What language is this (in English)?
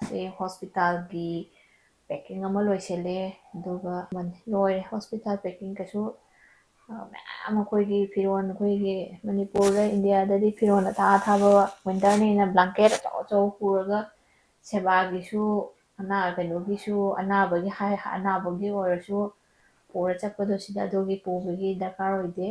Manipuri